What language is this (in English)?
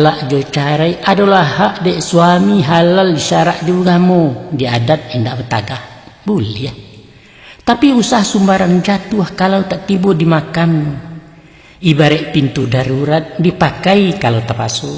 Minangkabau